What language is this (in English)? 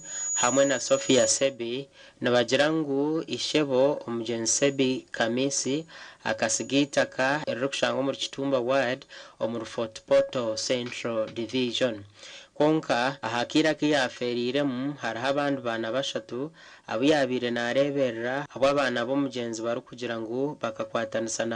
Nyankole